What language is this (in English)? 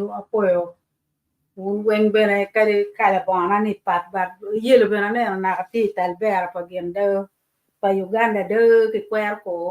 Acoli